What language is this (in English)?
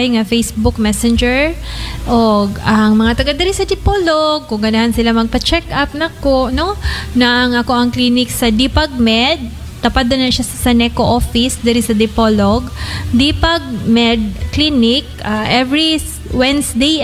Cebuano